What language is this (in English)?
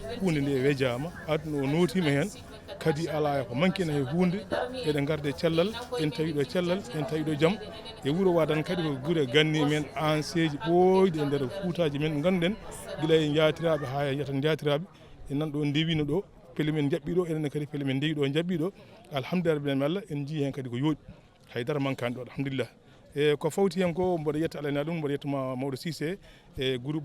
Fula